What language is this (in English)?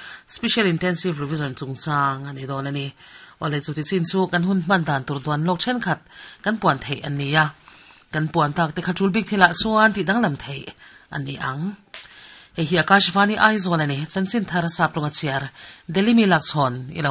Mizo